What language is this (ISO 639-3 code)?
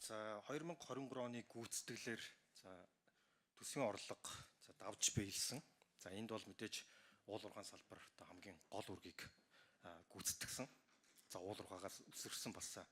mon